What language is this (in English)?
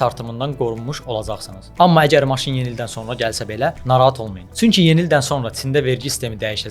Azerbaijani